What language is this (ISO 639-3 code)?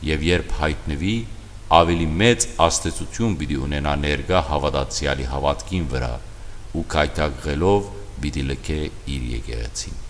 hyw